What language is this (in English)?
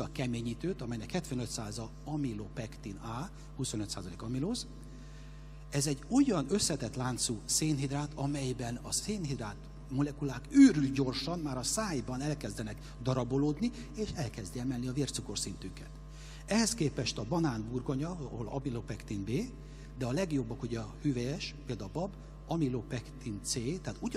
Hungarian